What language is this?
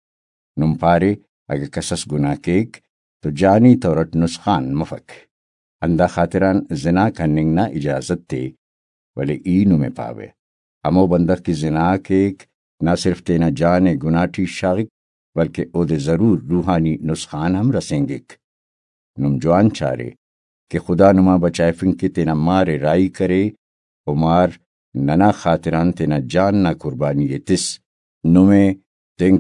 Brahui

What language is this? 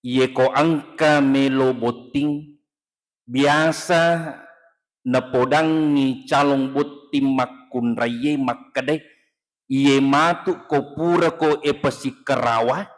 Buginese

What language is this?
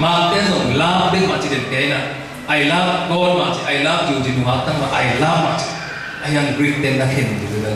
Tedim Chin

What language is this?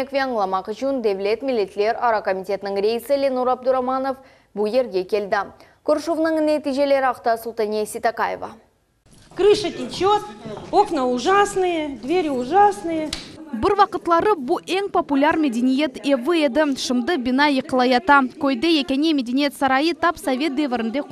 Crimean Tatar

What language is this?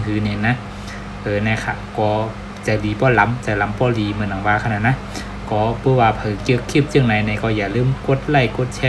Shan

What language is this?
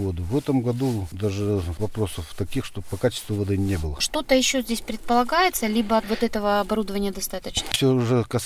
Russian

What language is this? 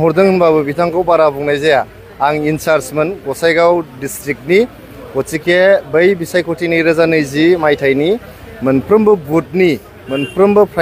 Bodo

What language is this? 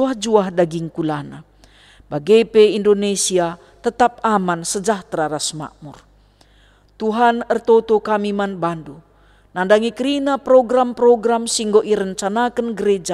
Batak Karo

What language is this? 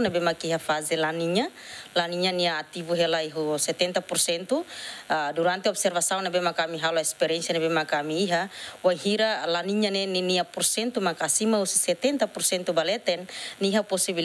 Tetum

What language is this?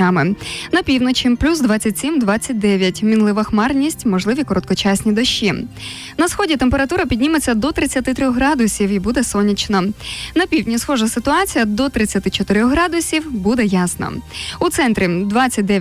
Ukrainian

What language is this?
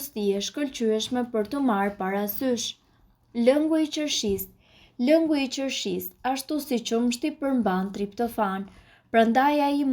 Albanian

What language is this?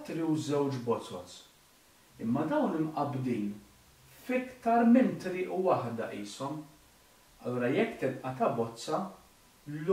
Maltese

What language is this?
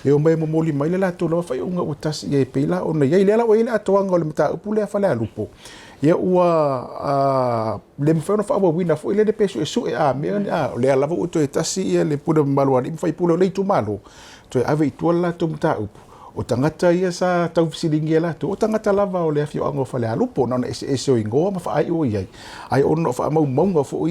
Samoan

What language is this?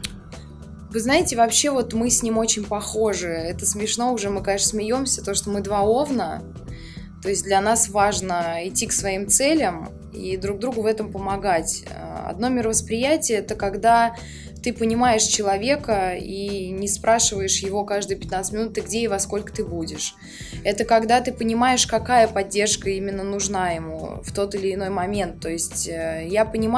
Russian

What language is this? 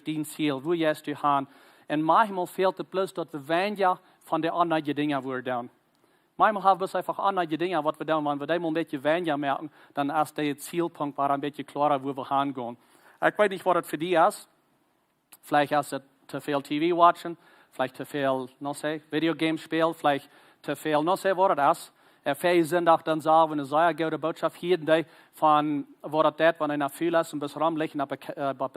Plautdietsch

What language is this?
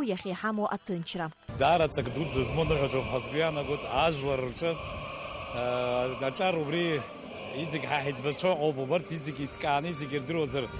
Abkhazian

